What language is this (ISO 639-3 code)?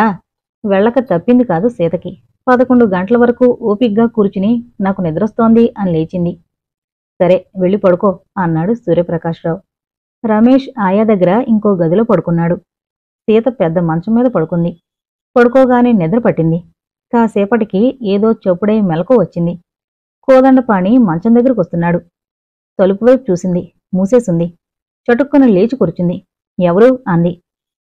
tel